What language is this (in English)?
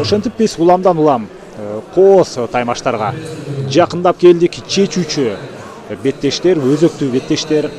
Kyrgyz